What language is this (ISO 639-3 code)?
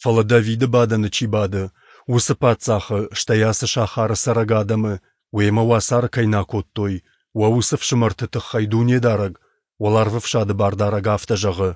oss